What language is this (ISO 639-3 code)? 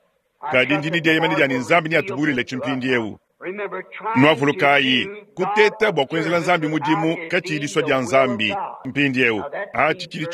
lua